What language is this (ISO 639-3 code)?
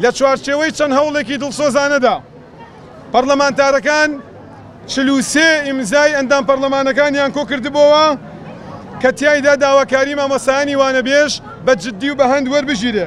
ckb